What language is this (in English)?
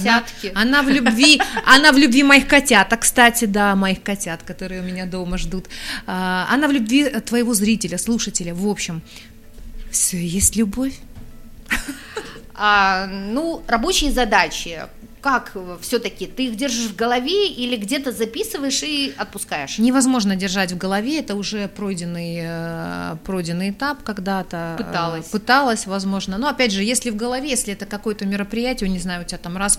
Russian